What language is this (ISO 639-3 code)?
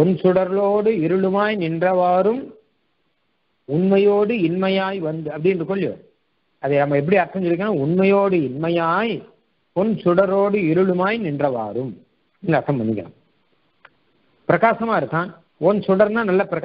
tam